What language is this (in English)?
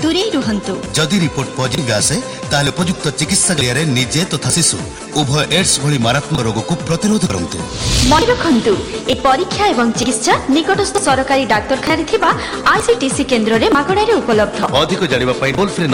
Odia